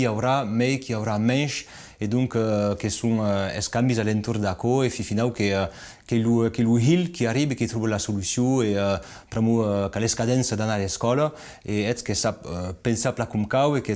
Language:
Occitan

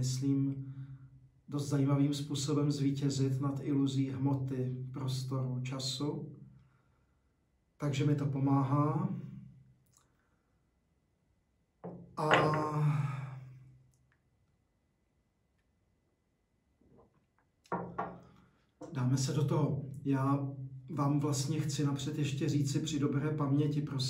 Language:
Czech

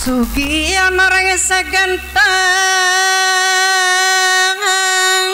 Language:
Madurese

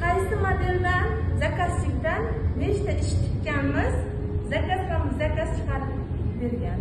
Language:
Uzbek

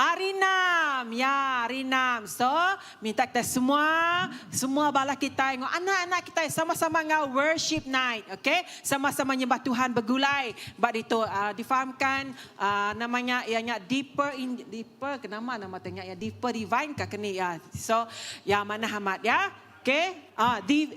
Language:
Iban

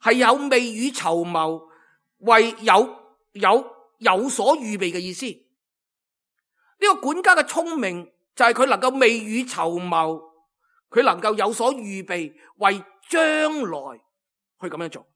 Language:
Cantonese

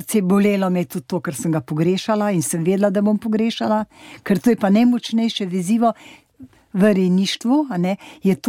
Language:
Slovenian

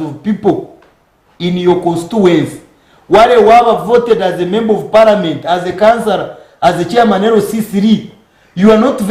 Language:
Nyankole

